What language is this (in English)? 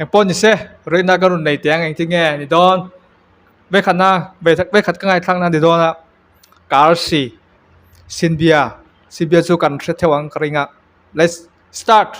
Mizo